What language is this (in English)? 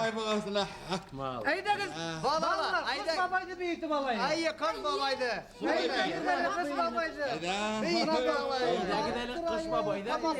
Bashkir